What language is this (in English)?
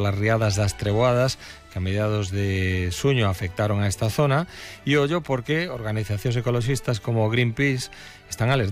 Galician